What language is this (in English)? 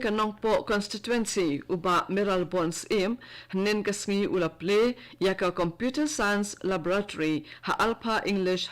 Khasi